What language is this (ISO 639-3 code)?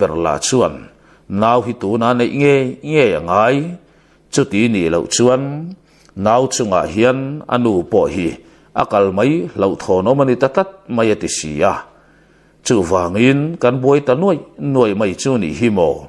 lus